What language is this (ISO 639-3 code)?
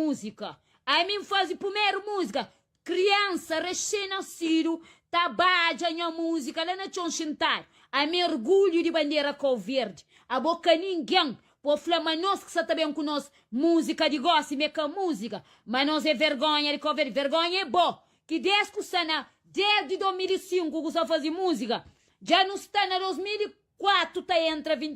kea